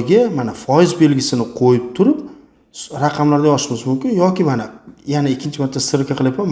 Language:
Uzbek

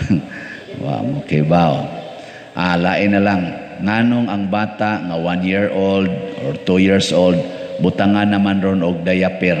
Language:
Cebuano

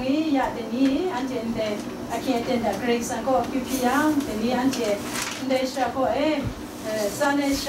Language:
Kachin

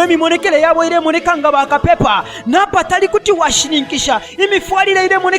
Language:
Bemba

